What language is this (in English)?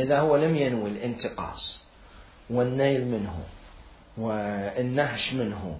Mesopotamian Arabic